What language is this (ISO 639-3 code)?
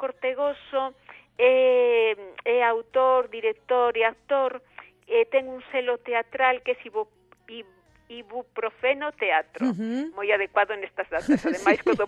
glg